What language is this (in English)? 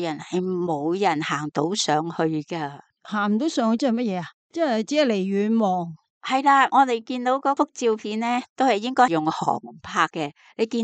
Cantonese